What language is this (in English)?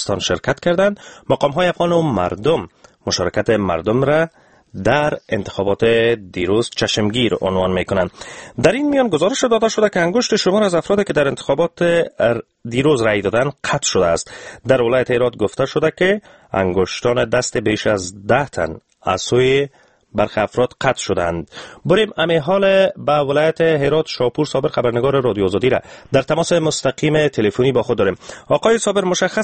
Persian